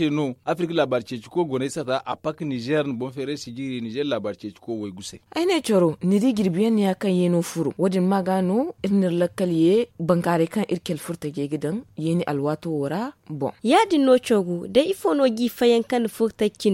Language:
Zarma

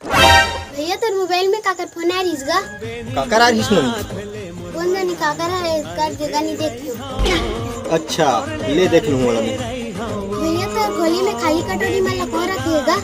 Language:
Chhattisgarhi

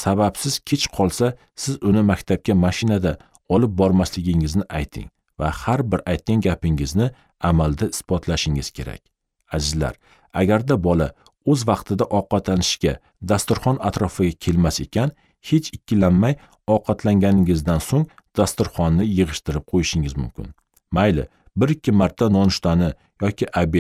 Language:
Uzbek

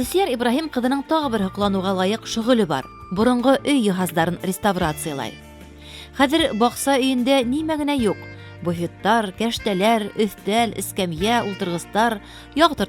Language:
Bashkir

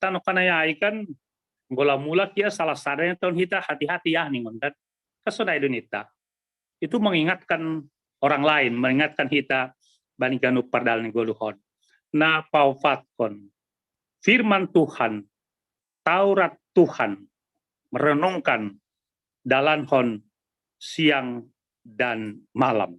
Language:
Batak Simalungun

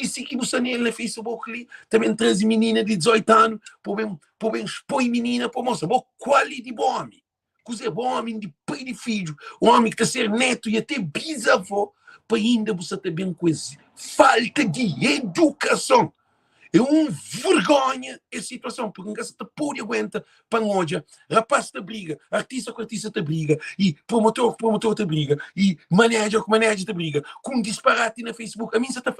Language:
Kabuverdianu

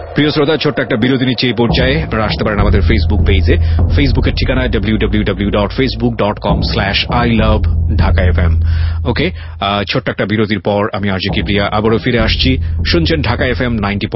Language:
Bangla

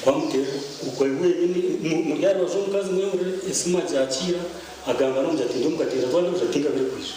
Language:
Nyankole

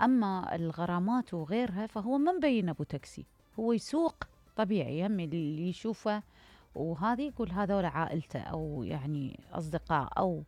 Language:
Mesopotamian Arabic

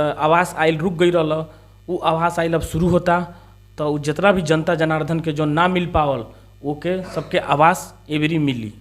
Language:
Bhojpuri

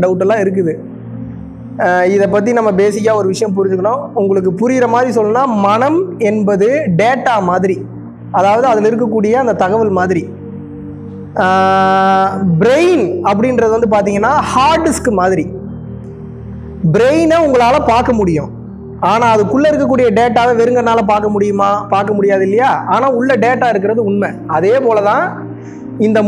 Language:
Tamil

